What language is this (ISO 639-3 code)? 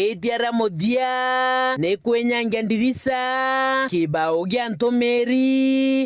mer